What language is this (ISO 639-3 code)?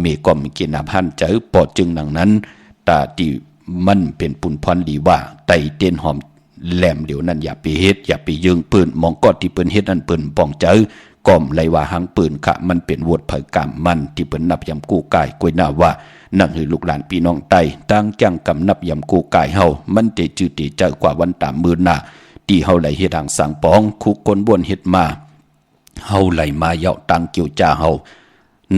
shn